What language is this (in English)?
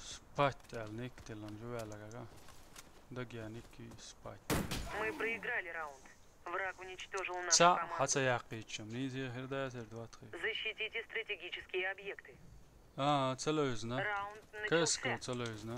Chechen